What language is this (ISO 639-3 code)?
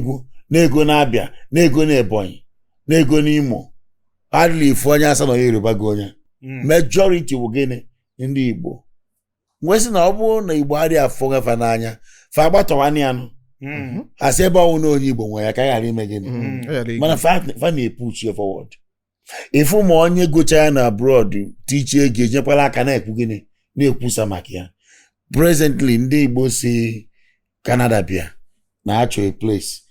ibo